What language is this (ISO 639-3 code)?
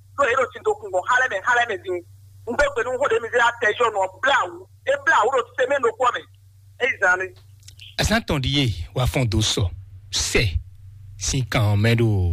fon